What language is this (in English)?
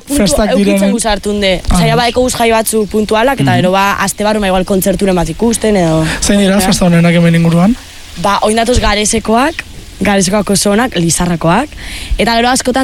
Basque